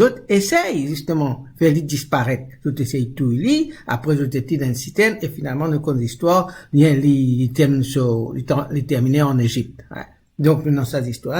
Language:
Morisyen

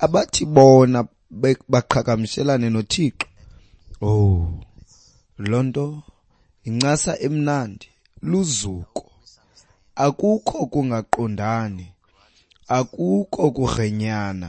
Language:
Xhosa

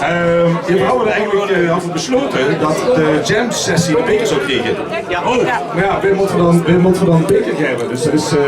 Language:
Limburgish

